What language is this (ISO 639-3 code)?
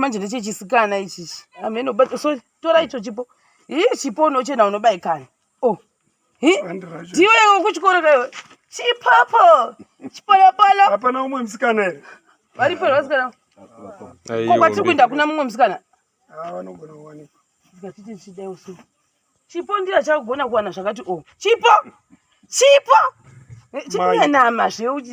sna